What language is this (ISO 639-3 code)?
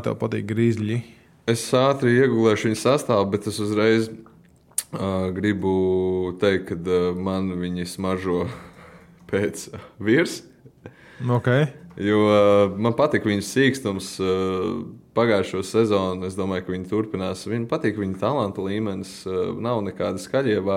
lav